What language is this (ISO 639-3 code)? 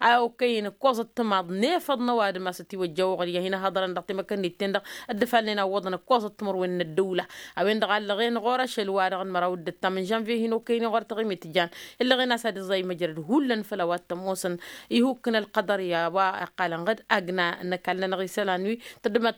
taq